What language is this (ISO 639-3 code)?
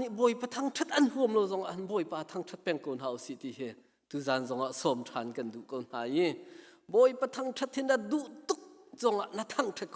cnh